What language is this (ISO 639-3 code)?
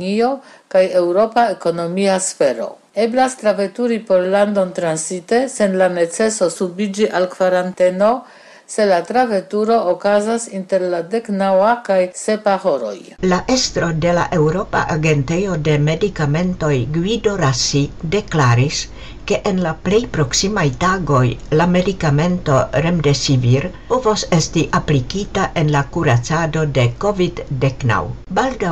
epo